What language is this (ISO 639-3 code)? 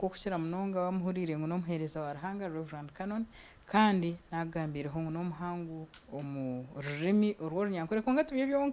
nyn